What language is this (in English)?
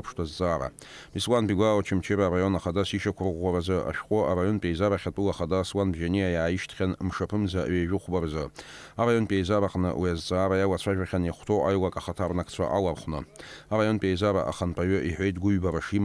Abkhazian